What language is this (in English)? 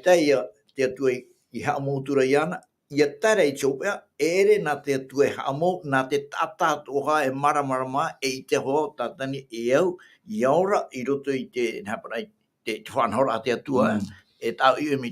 Tahitian